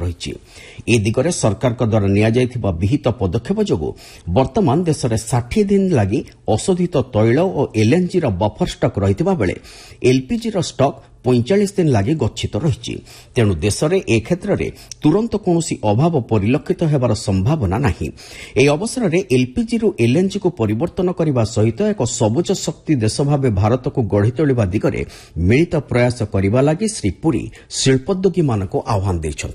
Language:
Odia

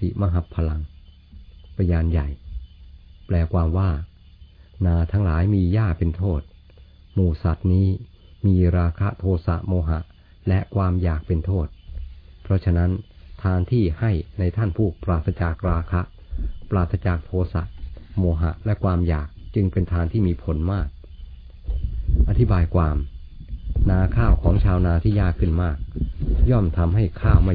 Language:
Thai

